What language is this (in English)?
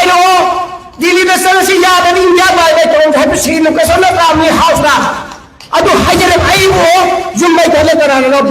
Manipuri